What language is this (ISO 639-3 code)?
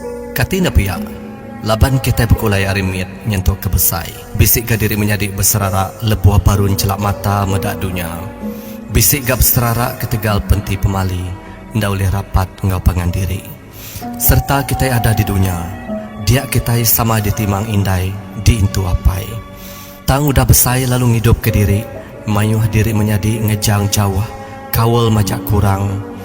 iba